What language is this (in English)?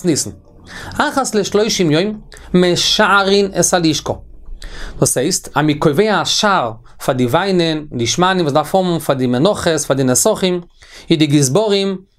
Yiddish